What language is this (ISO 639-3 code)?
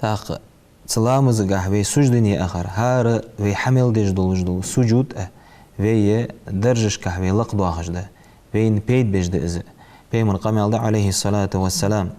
inh